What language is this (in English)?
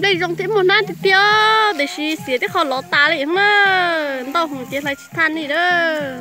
Hmong